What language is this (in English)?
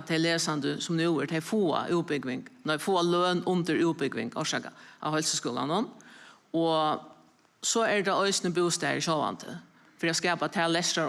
Faroese